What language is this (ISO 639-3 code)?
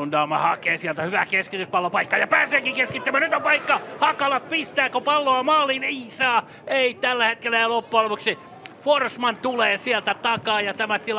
fin